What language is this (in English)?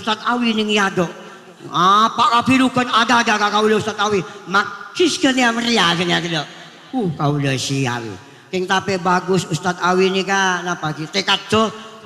Madurese